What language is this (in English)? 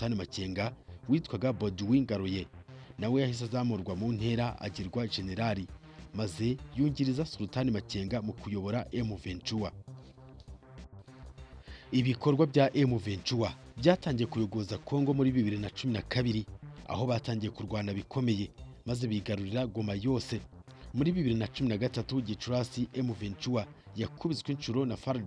Kinyarwanda